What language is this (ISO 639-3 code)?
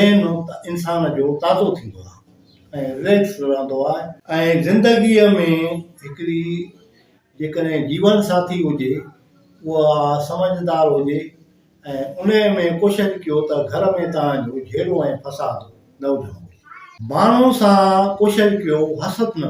snd